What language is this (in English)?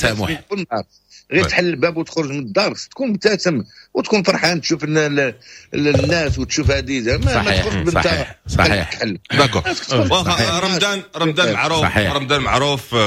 Moroccan Arabic